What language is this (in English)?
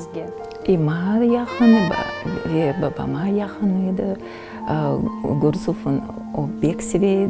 Crimean Tatar